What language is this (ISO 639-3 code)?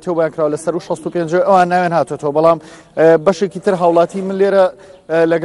ckb